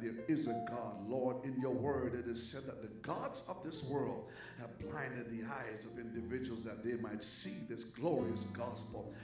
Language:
English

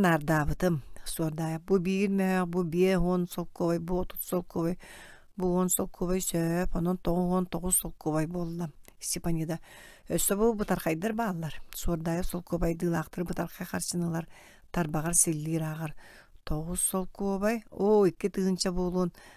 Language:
Yakut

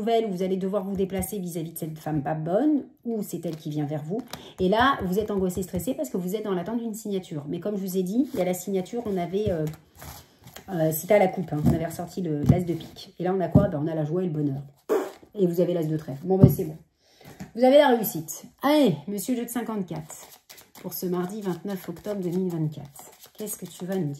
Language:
French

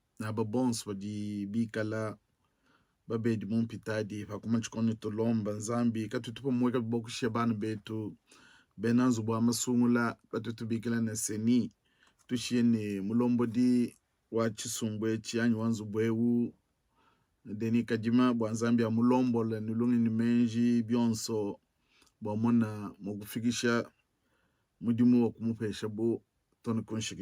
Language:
Luba-Lulua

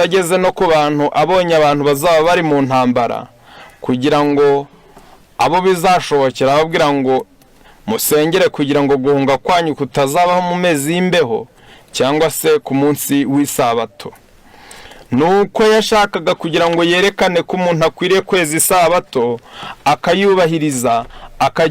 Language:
Kinyarwanda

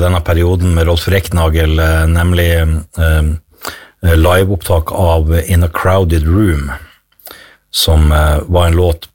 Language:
Norwegian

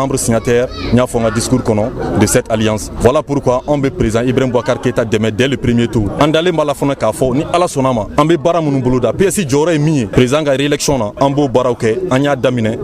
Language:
Bambara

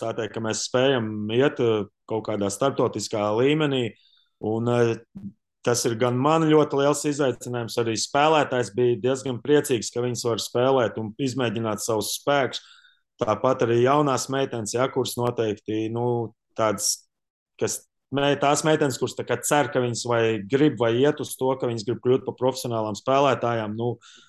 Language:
Latvian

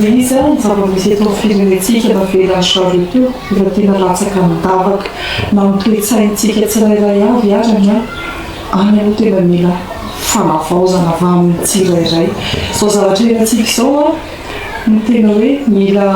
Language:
Malagasy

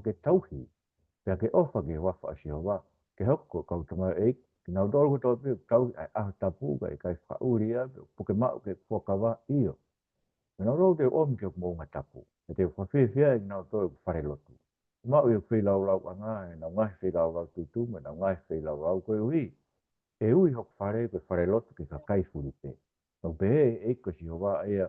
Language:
Tongan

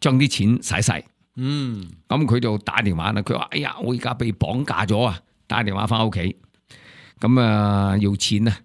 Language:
Cantonese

